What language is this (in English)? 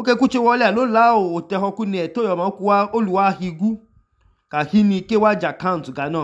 Idoma